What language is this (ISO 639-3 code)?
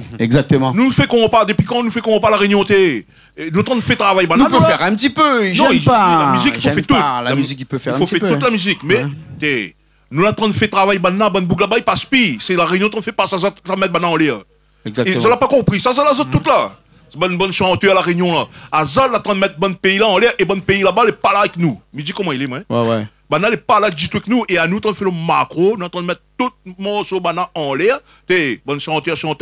rcf